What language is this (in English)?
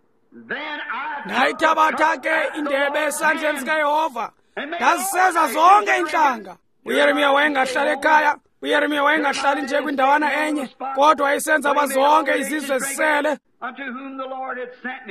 Xhosa